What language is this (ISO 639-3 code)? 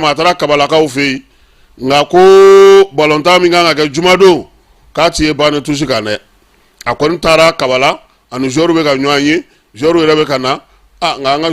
bam